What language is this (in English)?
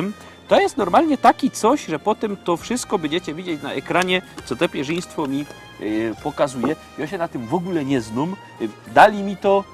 Silesian